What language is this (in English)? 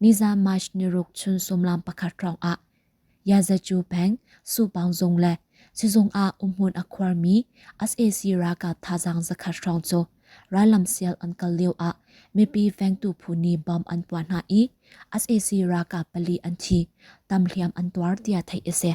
Hakha Chin